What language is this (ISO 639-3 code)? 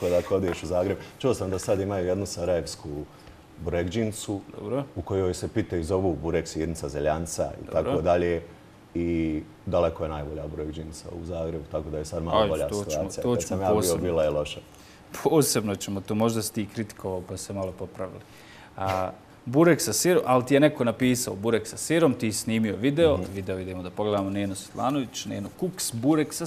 bos